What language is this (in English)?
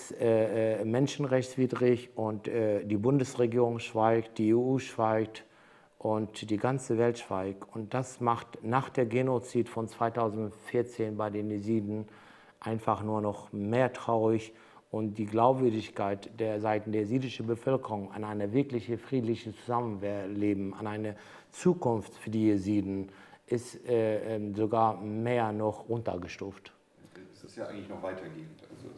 German